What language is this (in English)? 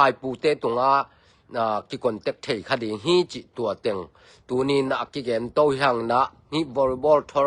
Tedim Chin